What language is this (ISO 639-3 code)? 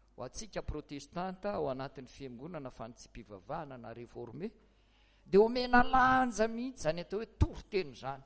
mlg